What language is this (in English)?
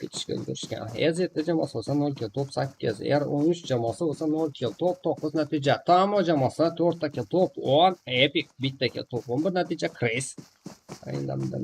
Kara-Kalpak